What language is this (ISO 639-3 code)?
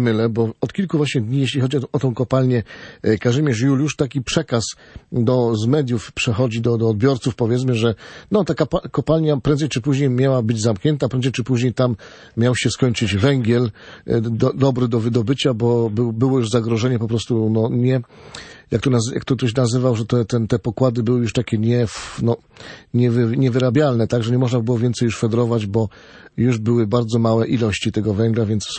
pol